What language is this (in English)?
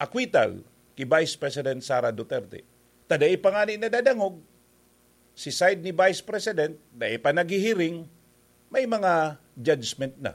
Bikol